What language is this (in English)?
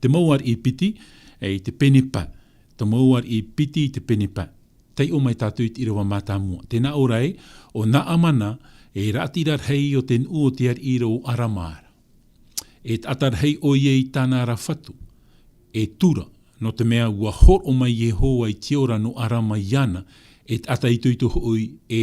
Tahitian